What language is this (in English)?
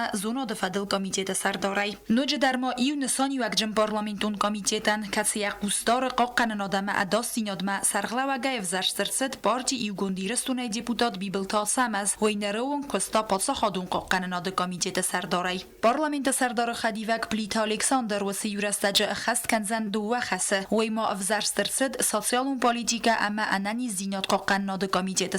Ossetic